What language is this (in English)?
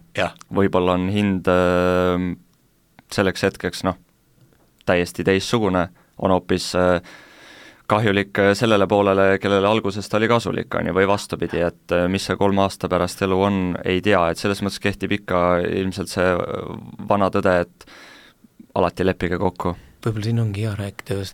Estonian